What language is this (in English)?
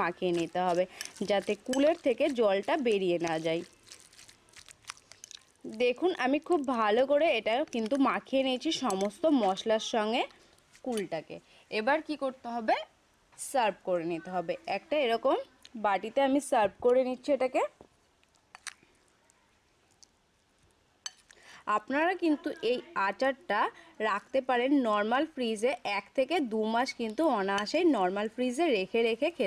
Bangla